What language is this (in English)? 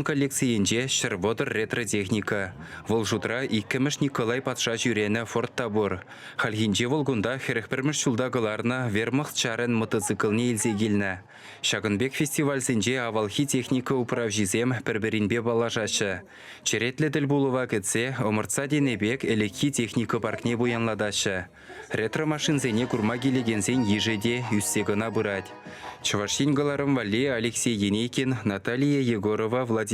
Chuvash